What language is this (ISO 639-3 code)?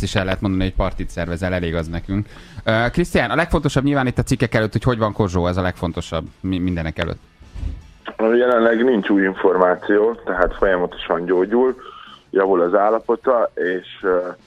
hun